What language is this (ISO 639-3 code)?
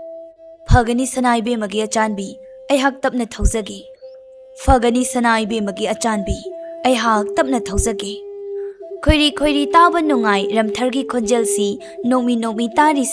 mni